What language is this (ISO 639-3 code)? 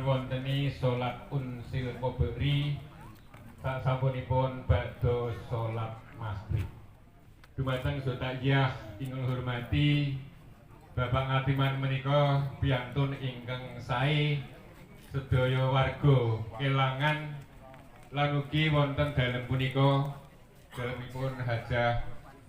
jav